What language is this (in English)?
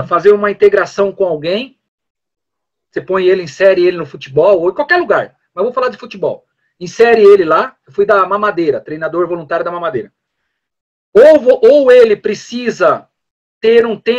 Portuguese